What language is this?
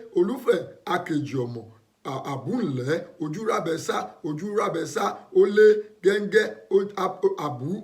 Yoruba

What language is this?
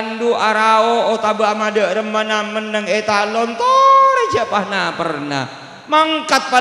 Madurese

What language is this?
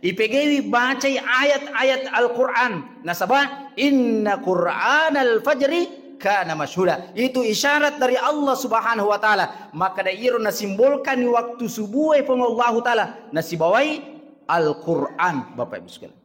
Buginese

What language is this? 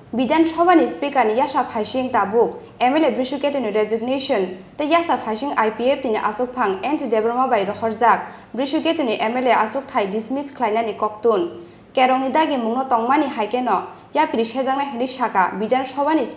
Kok Borok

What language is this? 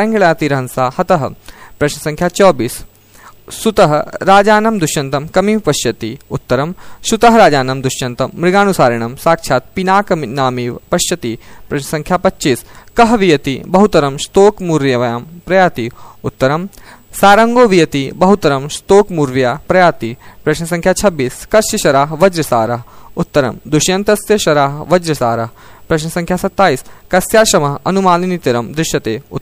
Sanskrit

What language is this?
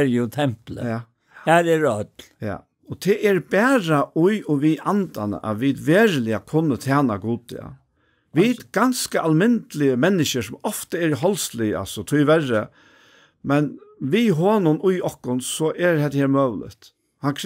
Faroese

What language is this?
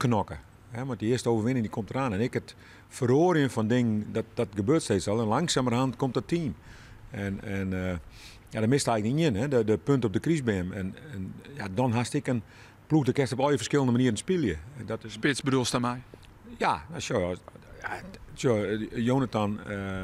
Western Frisian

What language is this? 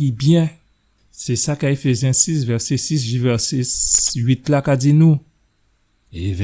Guadeloupean Creole French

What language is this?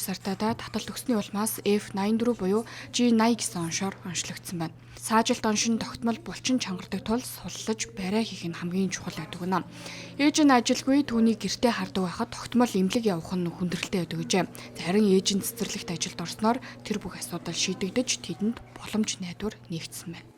Mongolian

